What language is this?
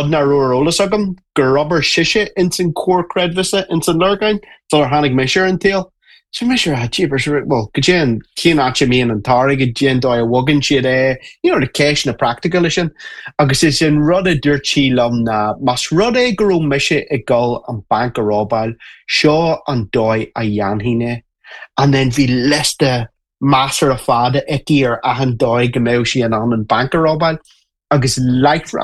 Irish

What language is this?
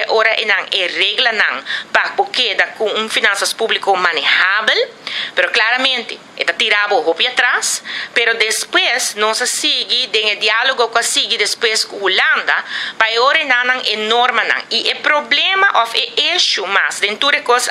Papiamento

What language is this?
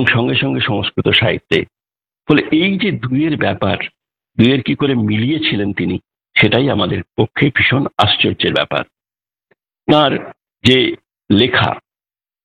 Bangla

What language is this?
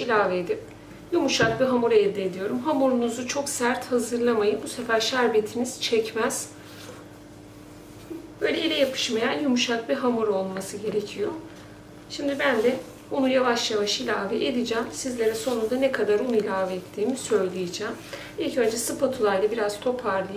Turkish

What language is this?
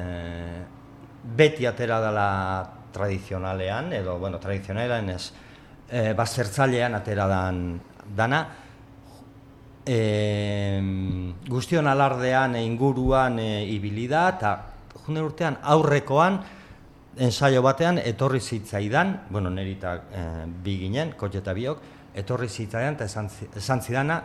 Basque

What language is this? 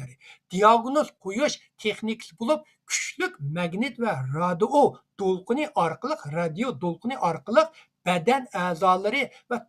Uyghur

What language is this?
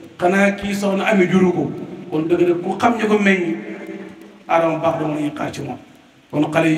Wolof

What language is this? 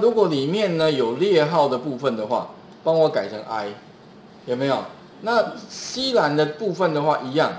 Chinese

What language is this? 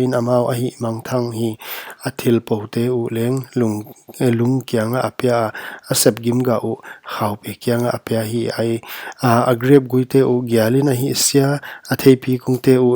Paite Chin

